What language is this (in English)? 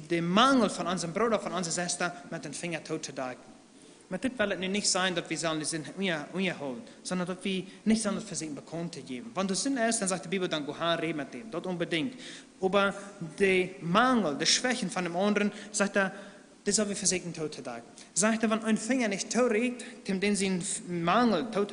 Plautdietsch